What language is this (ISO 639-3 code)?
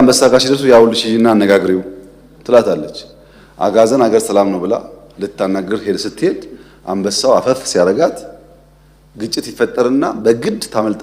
amh